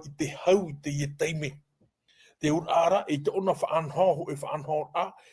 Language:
Tahitian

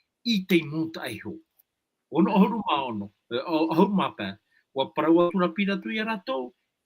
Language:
Tahitian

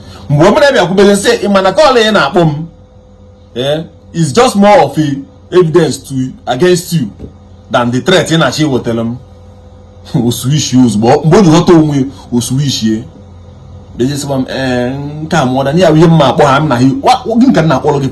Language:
Igbo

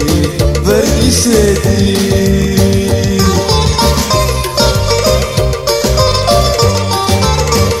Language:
Bulgarian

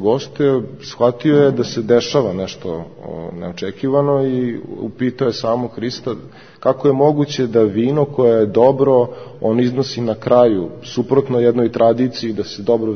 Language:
Serbian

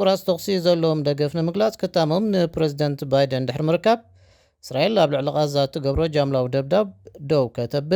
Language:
Tigrinya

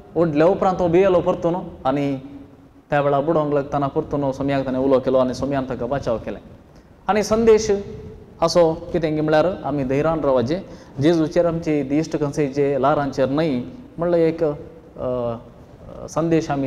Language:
Konkani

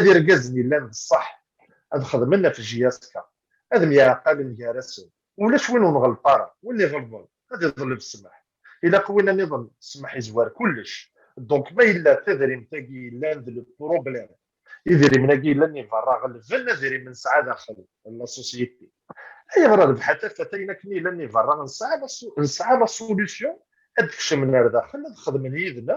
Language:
Kabyle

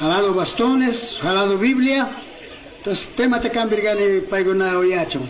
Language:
Chimborazo Highland Quichua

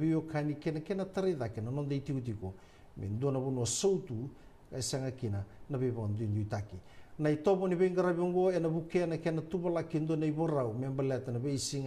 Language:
Fijian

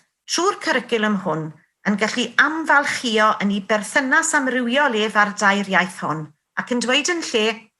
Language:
Welsh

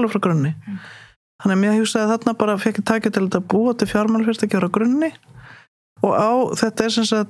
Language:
Icelandic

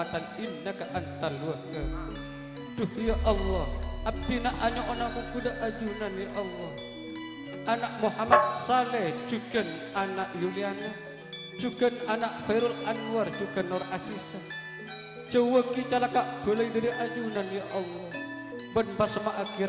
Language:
Madurese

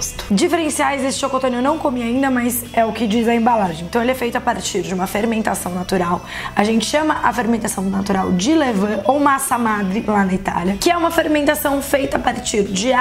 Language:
Portuguese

